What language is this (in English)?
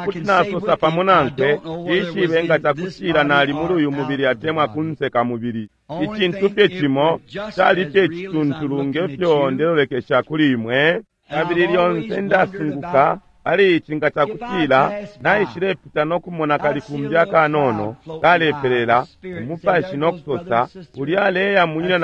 Bemba